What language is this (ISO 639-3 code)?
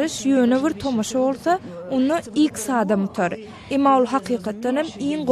tuk